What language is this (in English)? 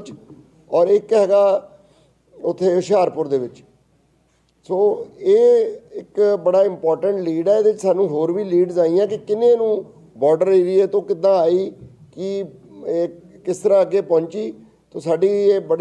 Punjabi